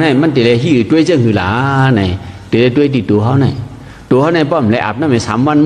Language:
Shan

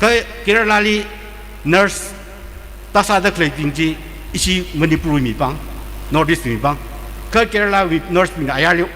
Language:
Tangkhul Naga (India)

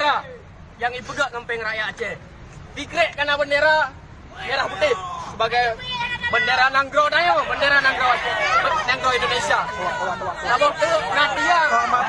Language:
Achinese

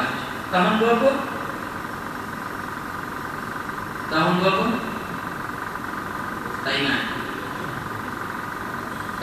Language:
Malay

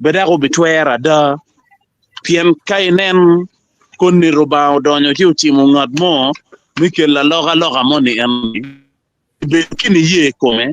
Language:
Acoli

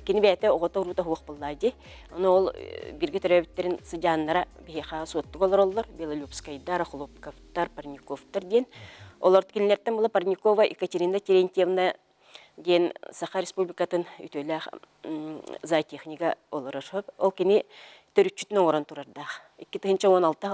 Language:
Yakut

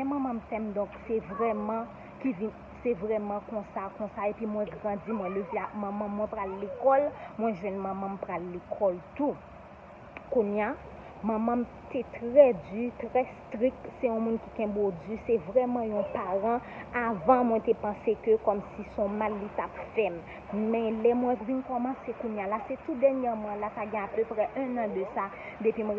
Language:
Haitian Creole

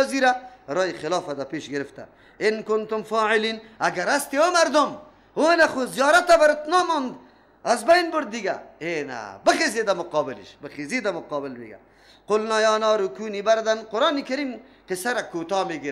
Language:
Persian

